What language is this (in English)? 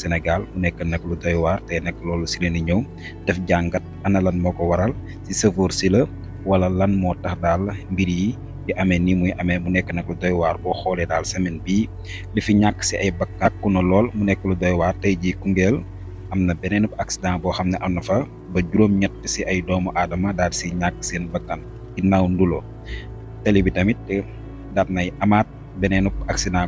Wolof